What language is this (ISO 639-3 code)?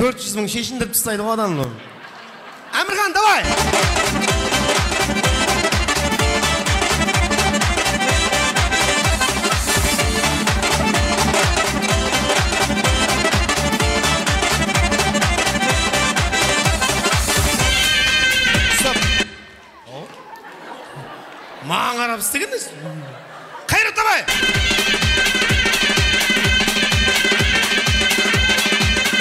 kaa